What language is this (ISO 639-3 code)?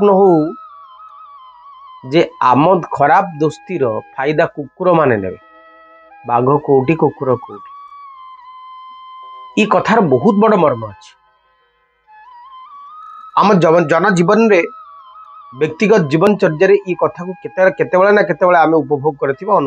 ori